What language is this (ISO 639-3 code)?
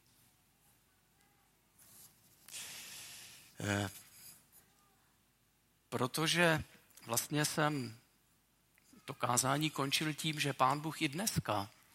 ces